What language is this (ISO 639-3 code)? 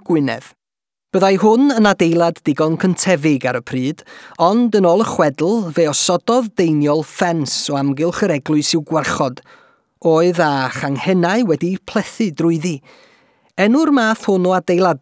cym